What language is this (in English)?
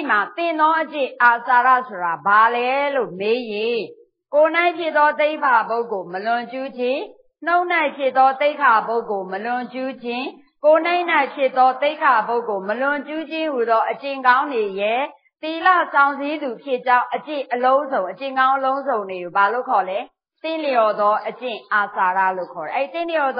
Burmese